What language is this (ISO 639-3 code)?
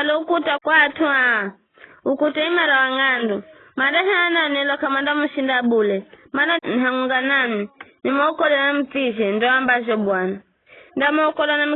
nyf